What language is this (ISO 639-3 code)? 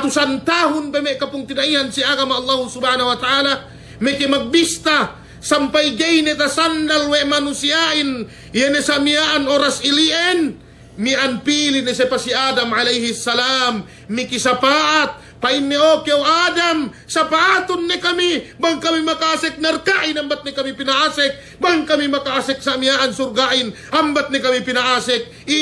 yka